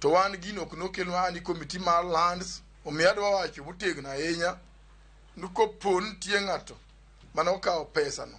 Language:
Luo (Kenya and Tanzania)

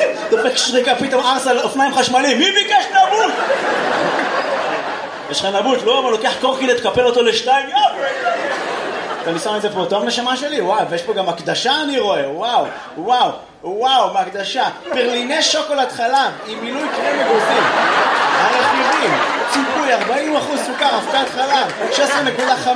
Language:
Hebrew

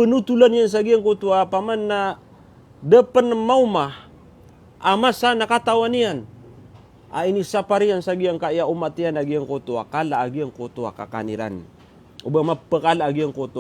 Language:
Maranao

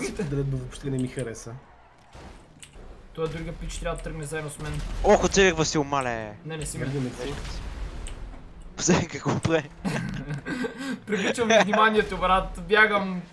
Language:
Bulgarian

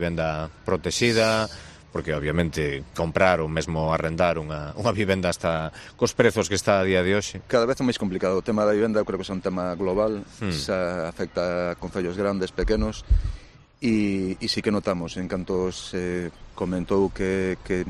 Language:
Galician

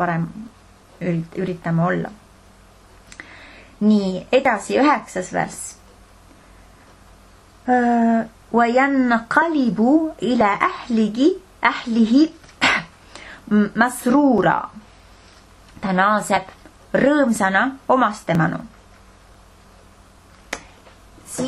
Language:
Estonian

